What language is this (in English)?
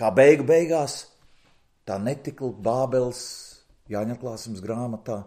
Latvian